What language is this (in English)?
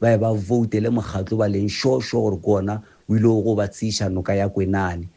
Northern Sotho